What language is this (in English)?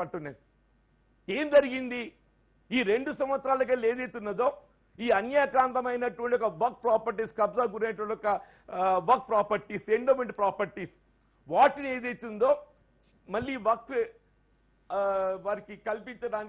Telugu